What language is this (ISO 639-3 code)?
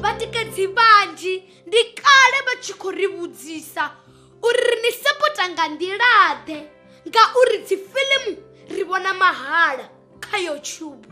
ven